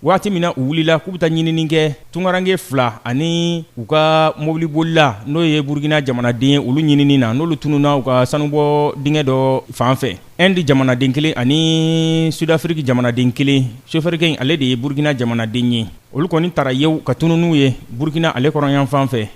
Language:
Bambara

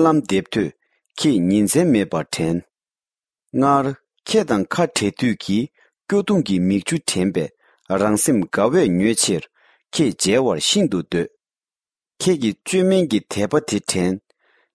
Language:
Tibetan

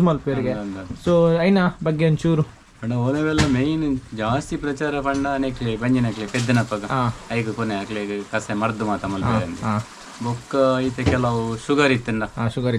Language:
Tulu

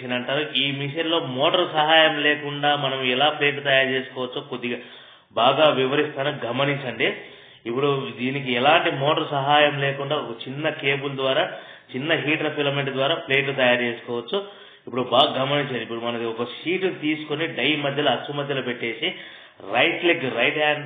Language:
Telugu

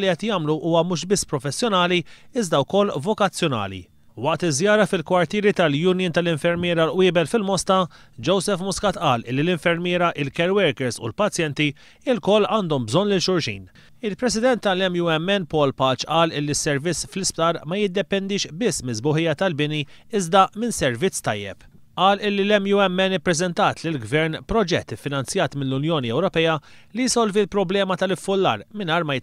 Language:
Maltese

